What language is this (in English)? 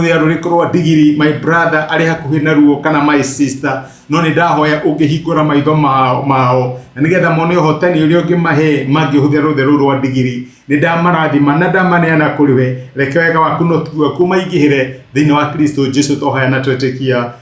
Kikuyu